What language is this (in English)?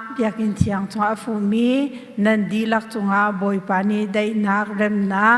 Hakha Chin